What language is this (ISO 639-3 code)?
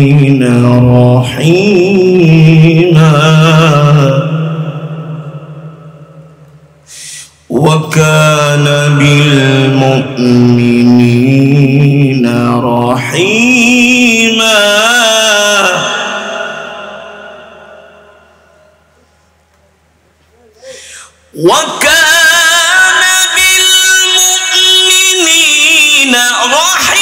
ara